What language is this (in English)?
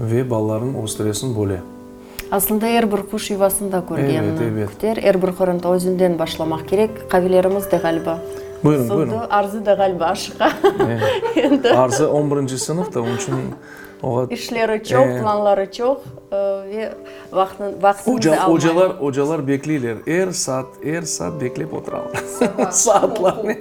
Crimean Tatar